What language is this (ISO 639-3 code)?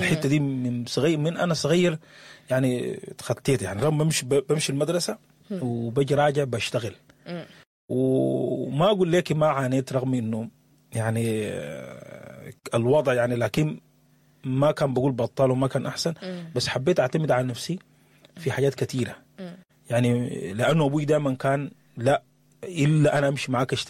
apd